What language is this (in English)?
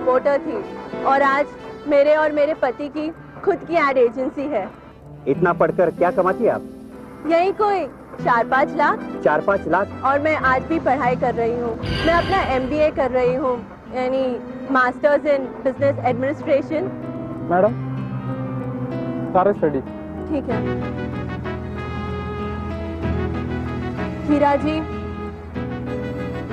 Hindi